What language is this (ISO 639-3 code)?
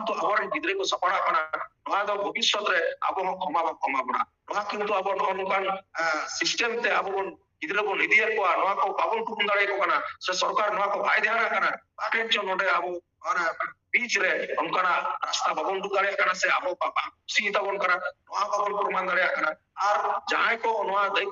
sat